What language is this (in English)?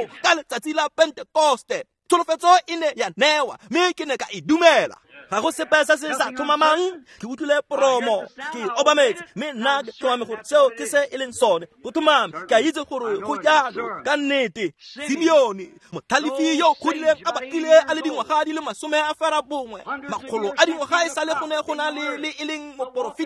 Tswana